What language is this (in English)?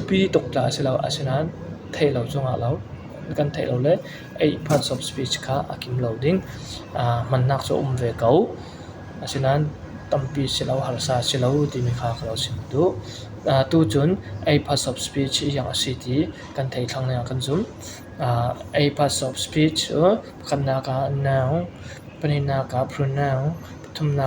Falam Chin